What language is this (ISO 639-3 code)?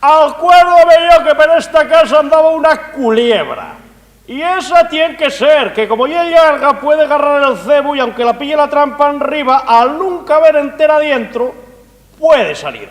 ast